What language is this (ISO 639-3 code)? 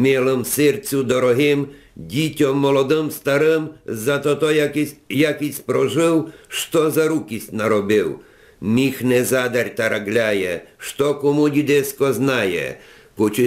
rue